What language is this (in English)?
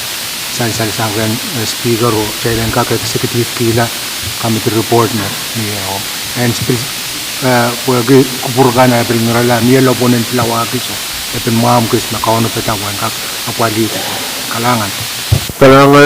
Pohnpeian